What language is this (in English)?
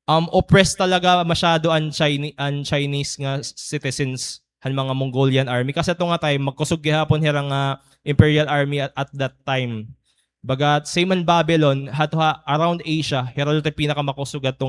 Waray